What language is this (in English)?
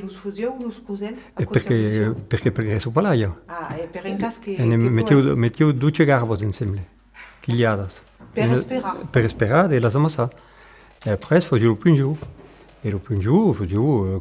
Occitan